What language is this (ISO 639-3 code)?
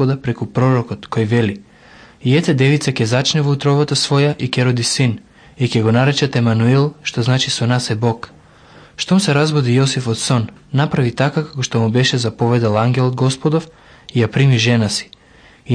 mkd